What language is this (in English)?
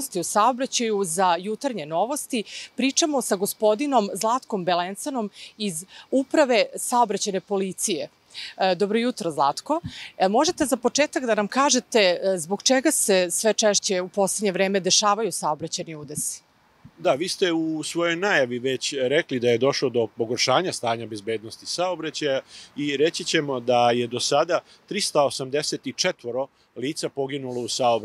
Serbian